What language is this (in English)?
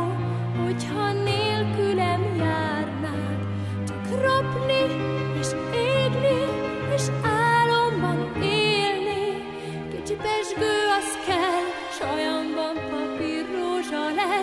Hungarian